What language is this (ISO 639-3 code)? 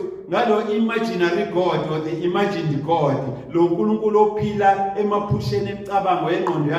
zul